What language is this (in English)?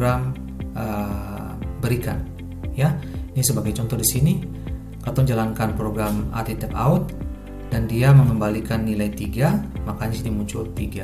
Ambonese Malay